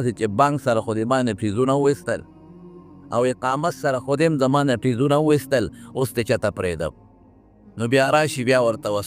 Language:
Pashto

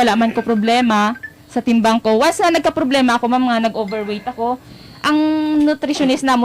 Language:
Hiligaynon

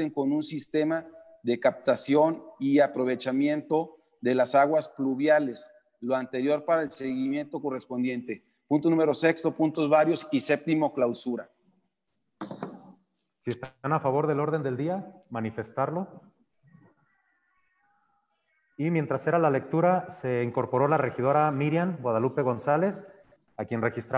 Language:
Spanish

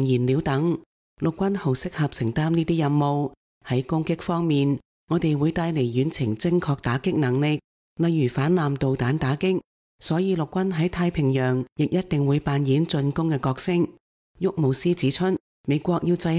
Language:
Cantonese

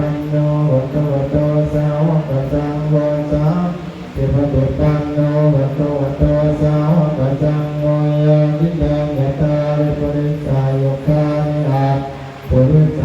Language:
Pali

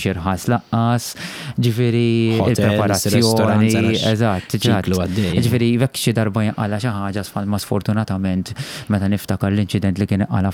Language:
Maltese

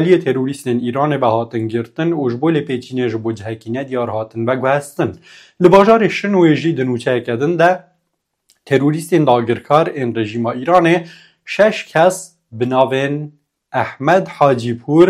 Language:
Kurdish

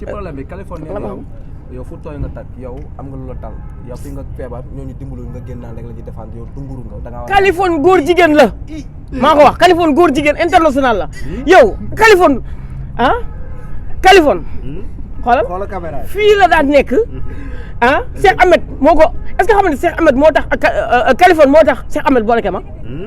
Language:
Wolof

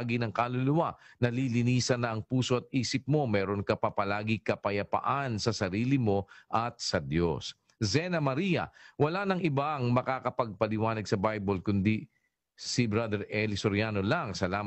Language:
Filipino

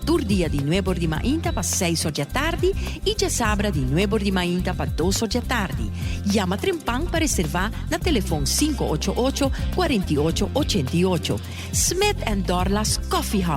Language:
Papiamento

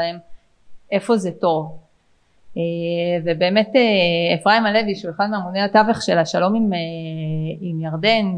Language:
Hebrew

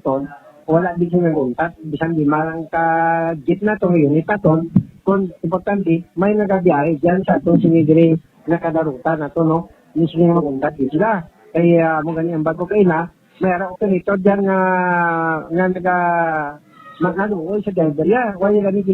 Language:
Hiligaynon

